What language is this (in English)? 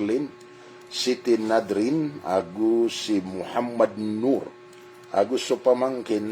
Maranao